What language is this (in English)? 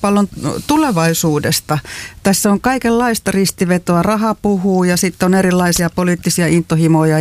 Finnish